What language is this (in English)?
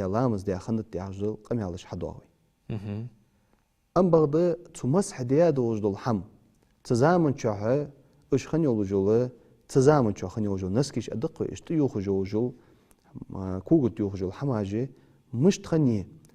Ingush